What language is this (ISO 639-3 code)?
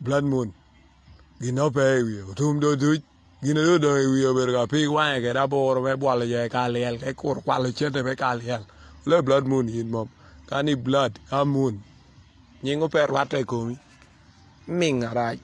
ach